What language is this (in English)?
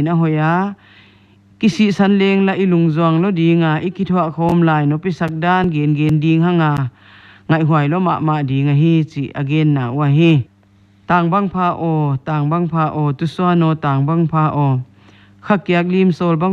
Paite Chin